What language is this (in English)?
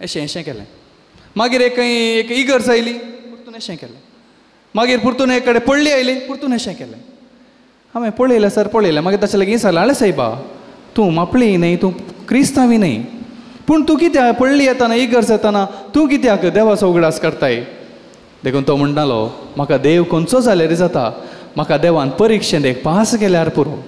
Konkani